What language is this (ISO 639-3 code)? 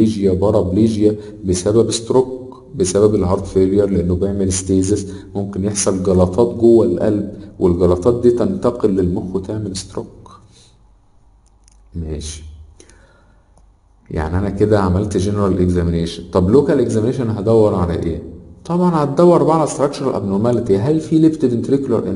arz